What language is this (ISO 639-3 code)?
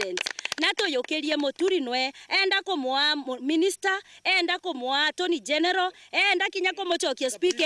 mer